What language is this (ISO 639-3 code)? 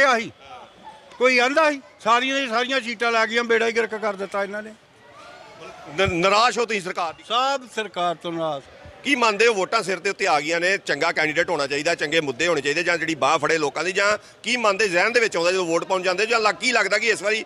pan